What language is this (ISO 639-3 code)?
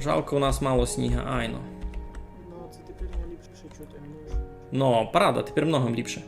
rue